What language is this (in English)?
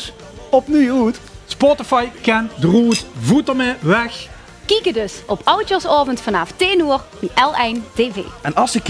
Limburgish